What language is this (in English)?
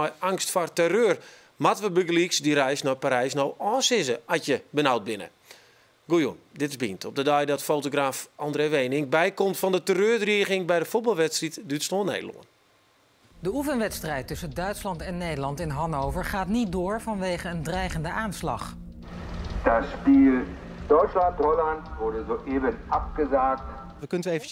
Western Frisian